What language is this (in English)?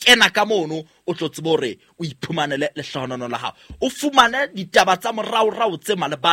Southern Sotho